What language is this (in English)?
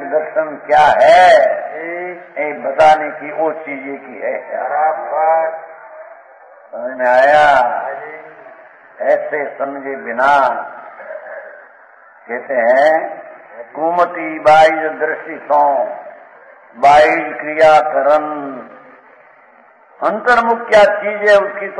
Hindi